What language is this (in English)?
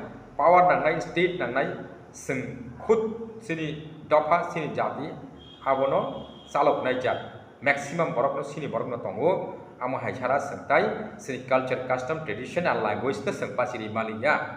Kok Borok